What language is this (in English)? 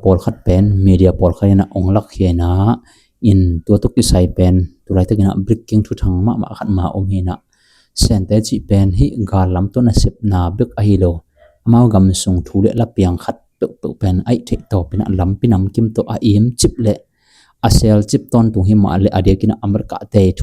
Tedim Chin